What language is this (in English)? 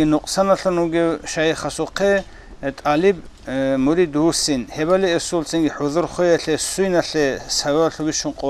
Avaric